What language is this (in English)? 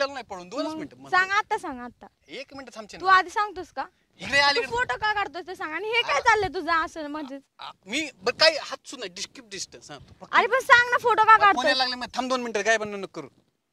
Marathi